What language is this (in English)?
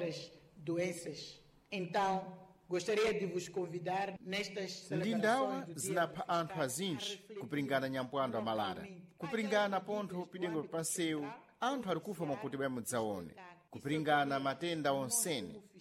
Sena